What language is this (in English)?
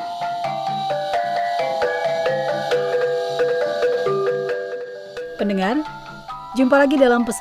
Indonesian